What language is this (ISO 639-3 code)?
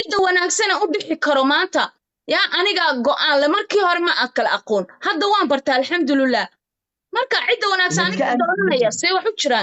som